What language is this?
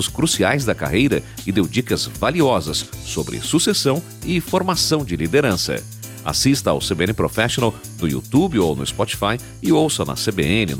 Portuguese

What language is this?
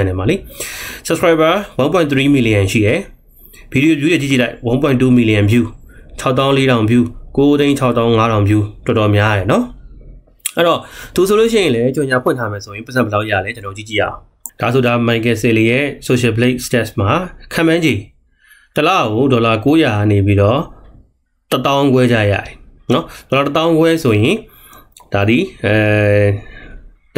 Burmese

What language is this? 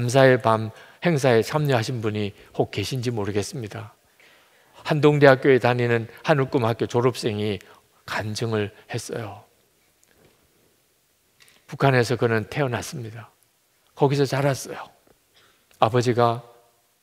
Korean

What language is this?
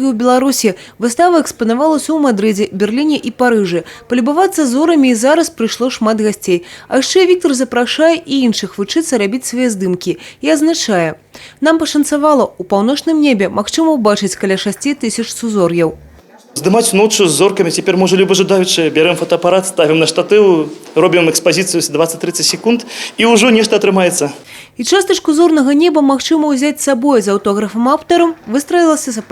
Belarusian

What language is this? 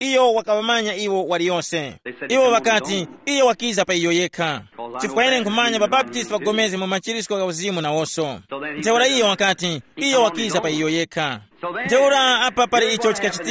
Tumbuka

